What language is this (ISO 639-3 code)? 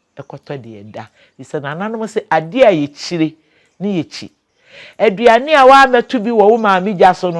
aka